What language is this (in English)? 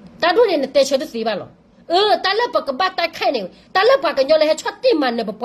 S'gaw Karen